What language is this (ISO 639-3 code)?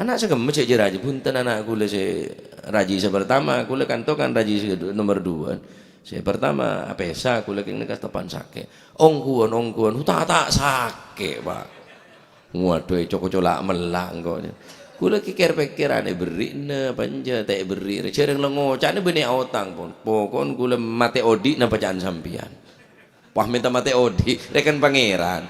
mad